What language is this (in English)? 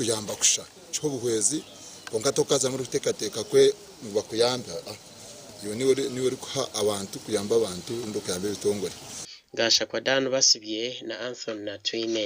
Nyankole